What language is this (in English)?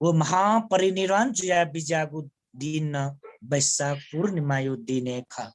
Newari